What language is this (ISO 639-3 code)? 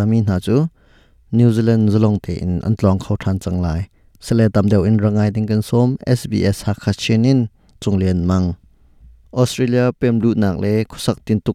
cnh